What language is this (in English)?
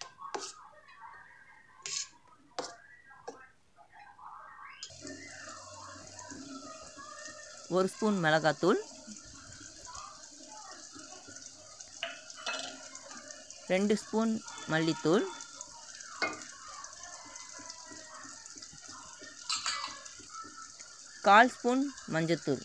Tamil